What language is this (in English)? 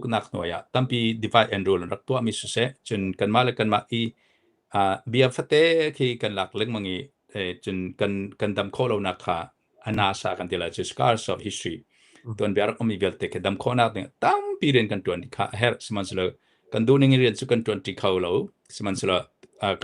Hakha Chin